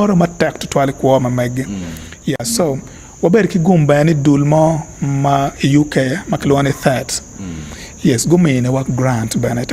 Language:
Acoli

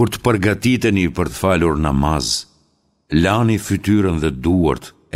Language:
Albanian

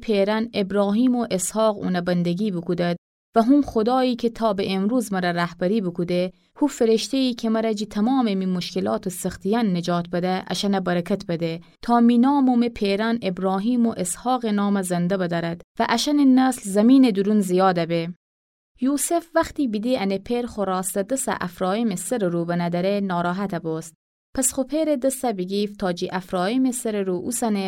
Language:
Gilaki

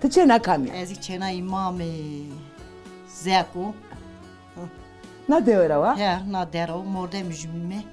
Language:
Zaza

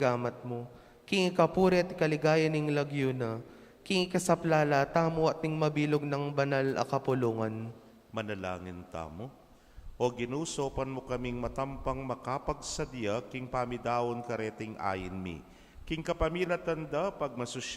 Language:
Pampanga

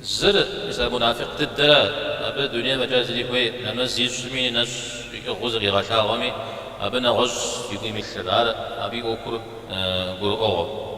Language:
Kabardian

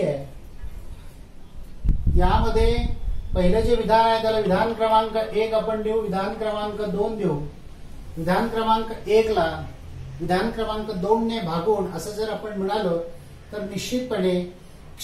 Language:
Marathi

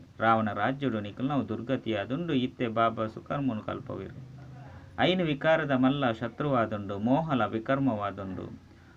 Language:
Tulu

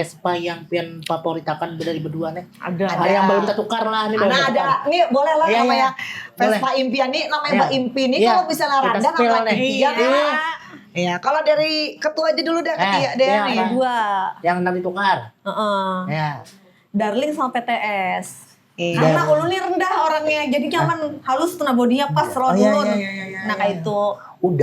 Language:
Banjar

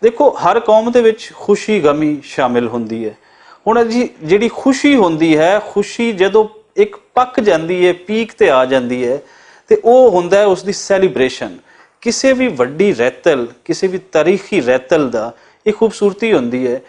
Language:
Western Panjabi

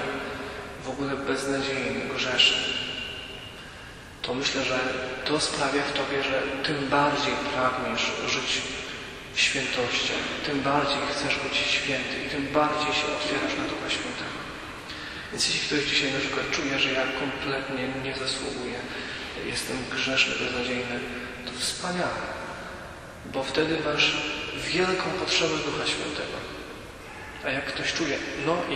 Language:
Polish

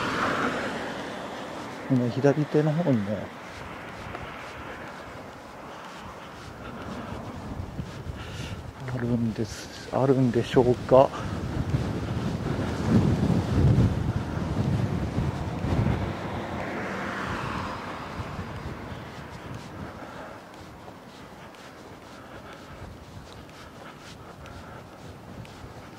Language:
Japanese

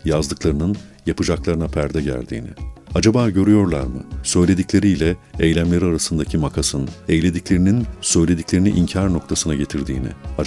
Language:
Turkish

